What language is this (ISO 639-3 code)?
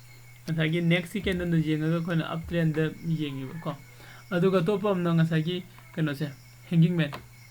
mni